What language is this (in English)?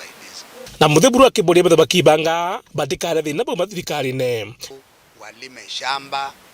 Meru